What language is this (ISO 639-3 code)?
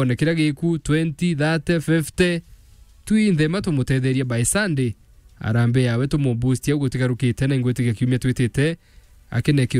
mer